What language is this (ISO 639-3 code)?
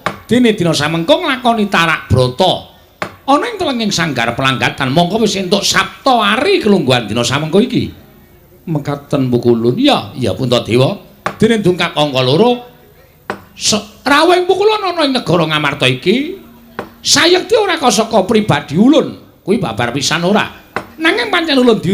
jav